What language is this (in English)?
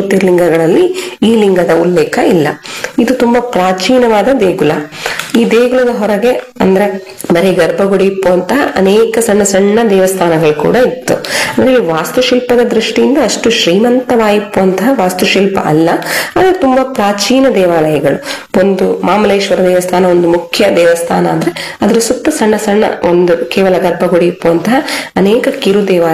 Kannada